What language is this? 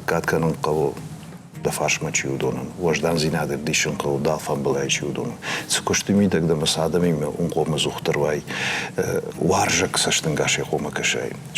Ossetic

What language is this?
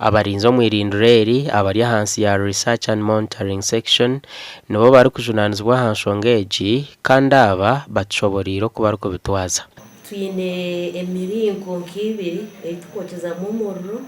Nyankole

